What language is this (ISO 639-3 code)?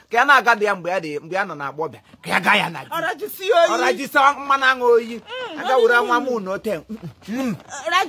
ibo